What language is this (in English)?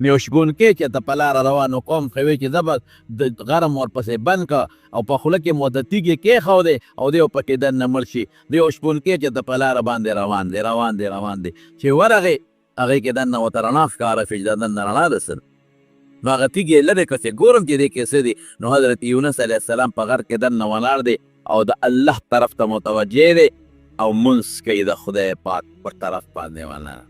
Pashto